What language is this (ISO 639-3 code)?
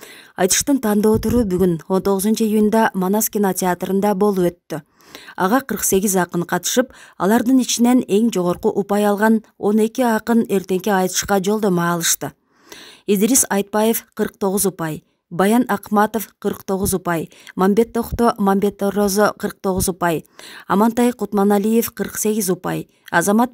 kir